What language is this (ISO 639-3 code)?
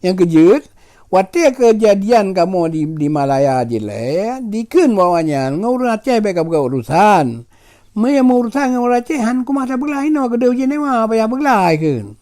ace